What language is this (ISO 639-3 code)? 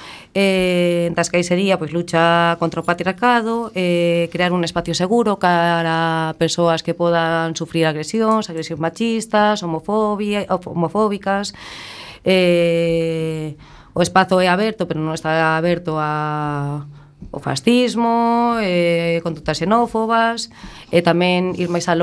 glg